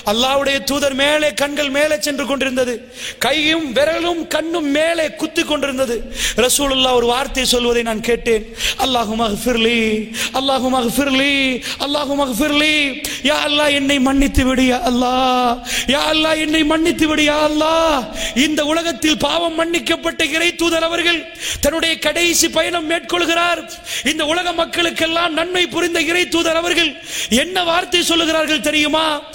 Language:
Tamil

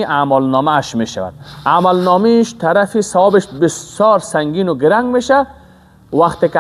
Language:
Persian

